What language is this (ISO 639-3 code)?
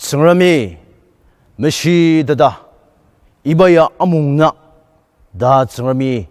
njo